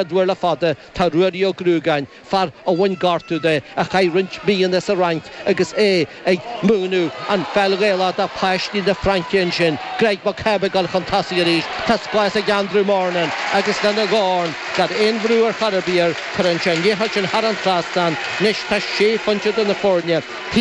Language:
Irish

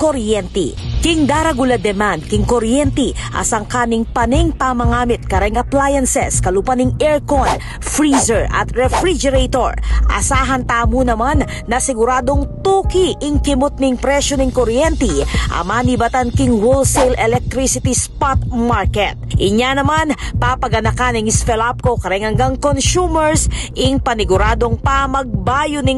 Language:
Pampanga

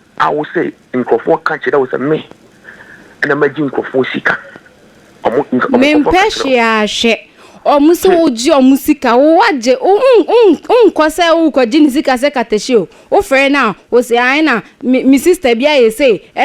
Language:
Akan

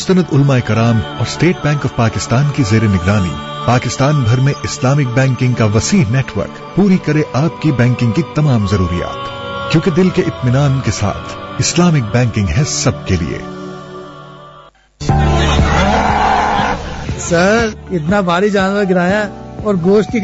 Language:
Urdu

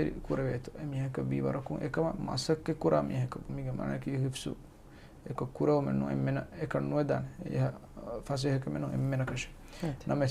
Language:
Divehi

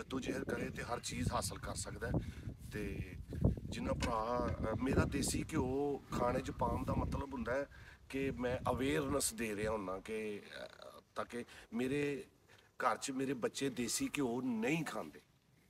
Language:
Punjabi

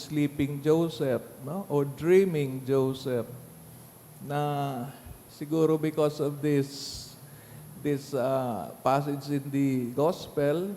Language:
Bikol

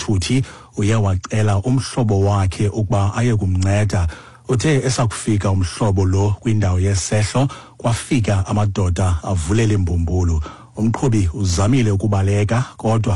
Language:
Xhosa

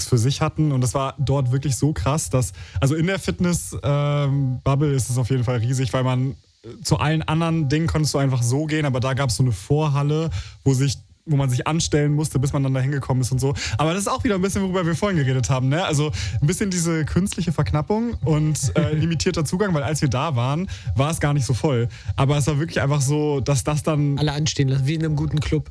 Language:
German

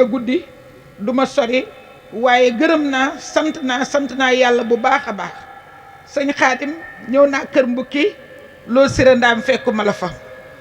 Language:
Wolof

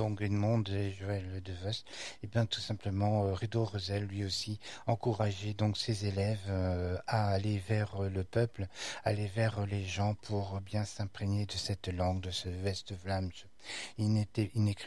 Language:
French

